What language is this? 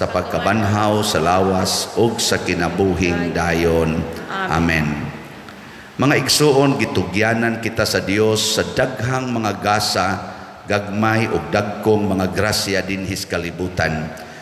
Cebuano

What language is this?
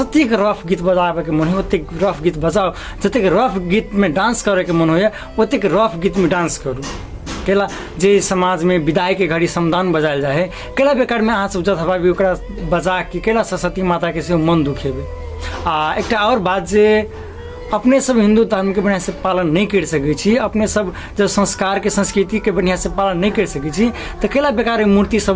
Maithili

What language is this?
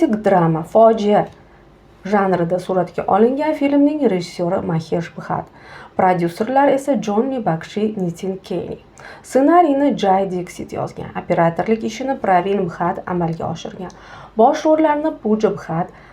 Uzbek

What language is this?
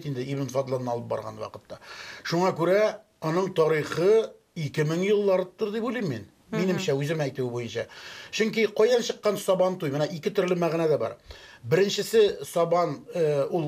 Tatar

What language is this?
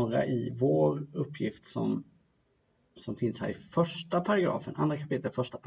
Swedish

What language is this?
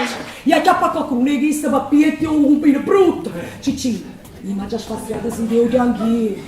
Neapolitan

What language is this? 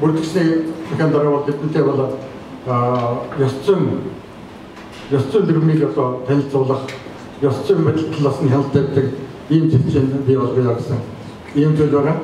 Mongolian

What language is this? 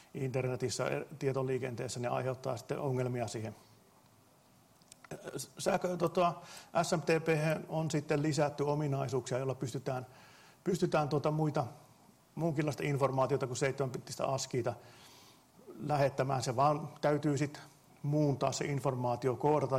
Finnish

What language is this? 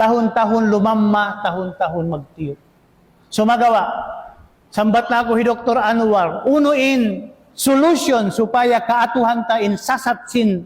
Tausug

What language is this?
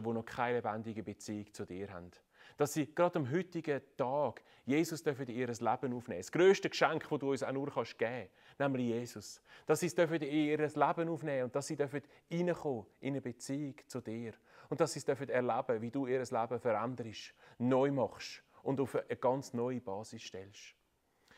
Swiss German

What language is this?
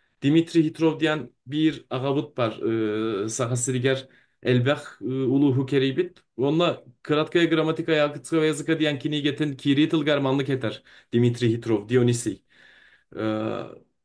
Yakut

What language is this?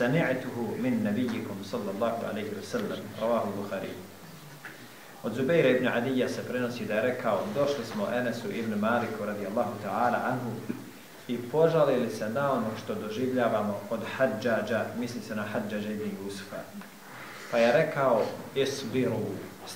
Bosnian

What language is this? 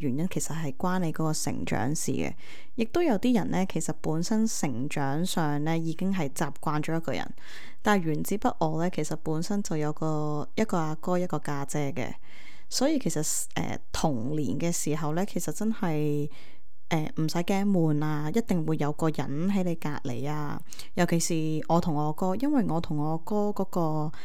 Cantonese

